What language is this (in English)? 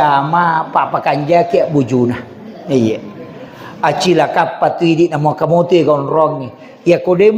Buginese